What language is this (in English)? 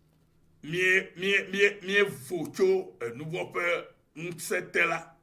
Ewe